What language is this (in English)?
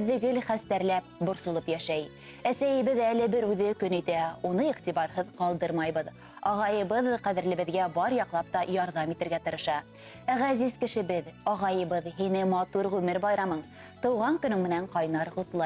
Bashkir